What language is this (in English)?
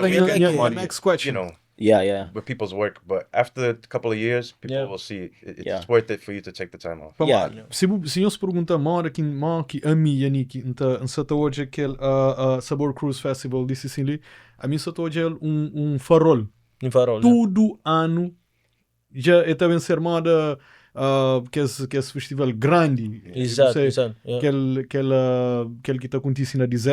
Kabuverdianu